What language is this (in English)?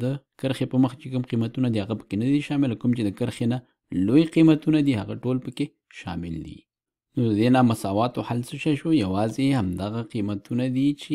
Pashto